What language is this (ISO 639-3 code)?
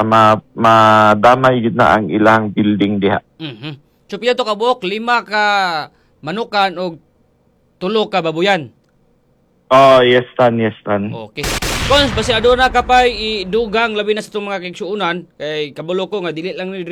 ceb